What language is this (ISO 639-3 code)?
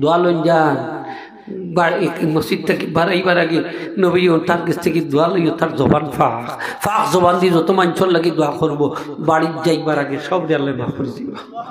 syl